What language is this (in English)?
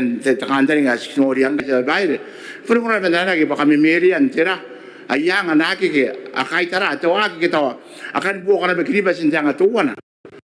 Gilbertese